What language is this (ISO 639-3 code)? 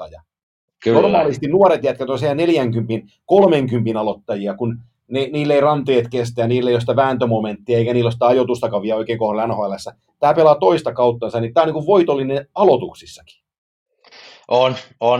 fin